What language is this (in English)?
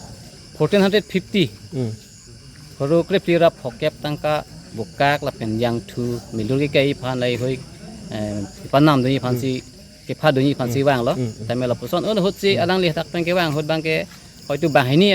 Karbi